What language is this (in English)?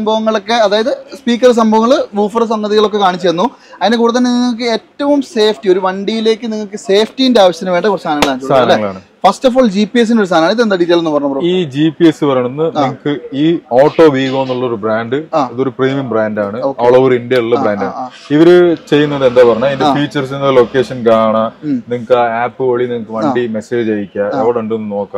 Malayalam